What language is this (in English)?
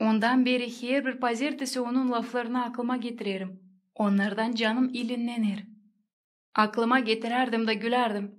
Gagauz